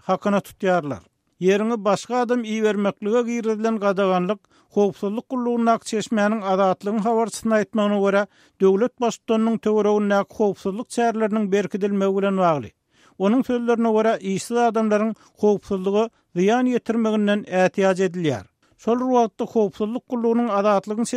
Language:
Turkmen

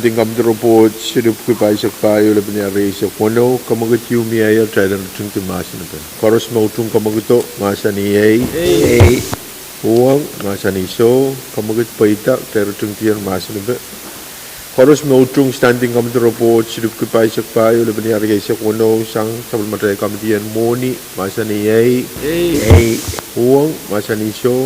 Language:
Pohnpeian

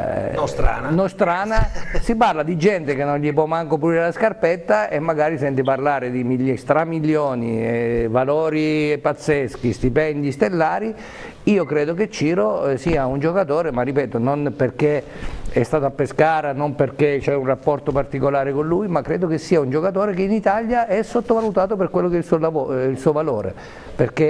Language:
Italian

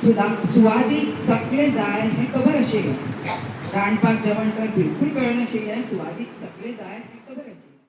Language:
Konkani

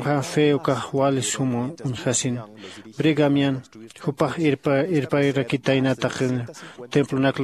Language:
Aymara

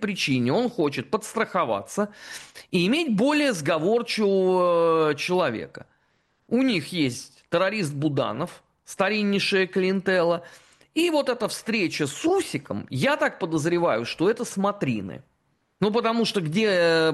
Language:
Russian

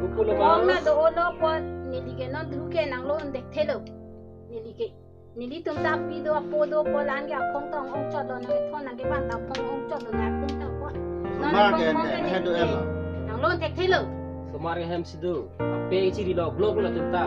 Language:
Karbi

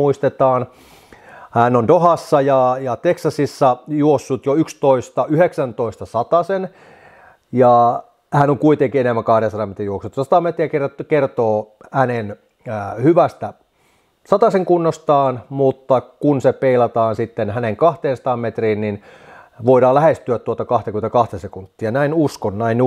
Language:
Finnish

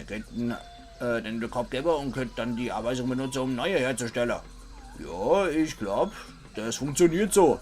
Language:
Palatine German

